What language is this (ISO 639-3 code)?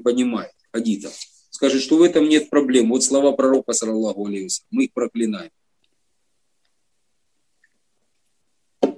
rus